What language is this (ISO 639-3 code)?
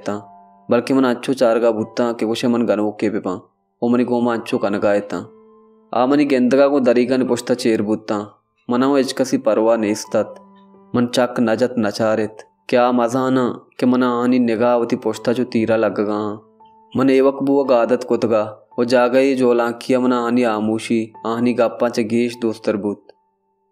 bal